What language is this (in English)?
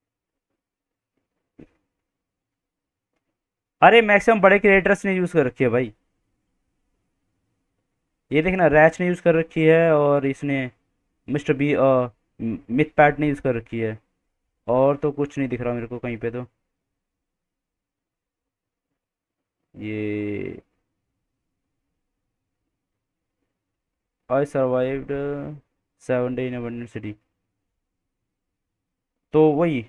Hindi